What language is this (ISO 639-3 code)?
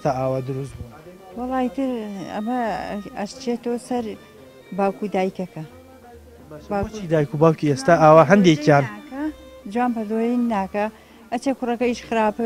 ckb